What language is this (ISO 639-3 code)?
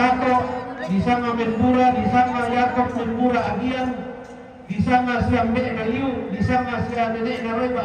sda